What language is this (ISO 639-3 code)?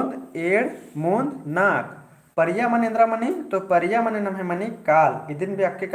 kru